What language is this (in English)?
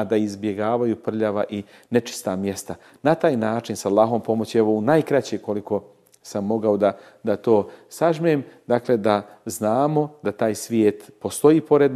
Bosnian